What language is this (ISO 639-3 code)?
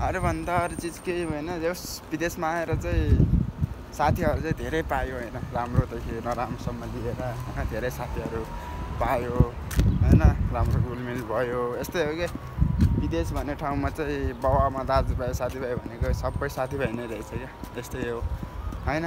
nep